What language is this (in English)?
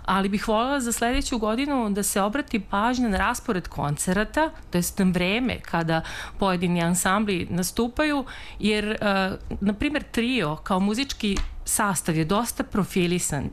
Serbian